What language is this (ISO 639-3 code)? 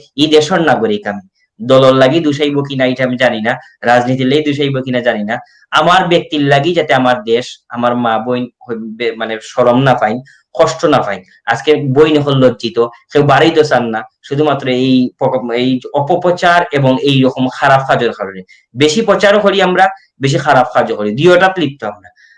syl